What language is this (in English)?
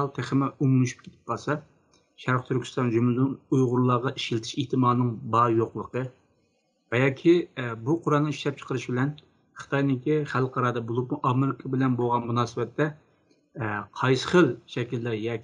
Uyghur